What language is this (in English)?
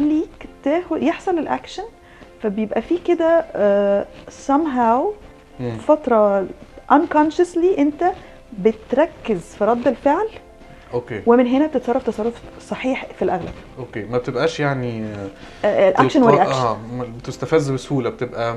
Egyptian Arabic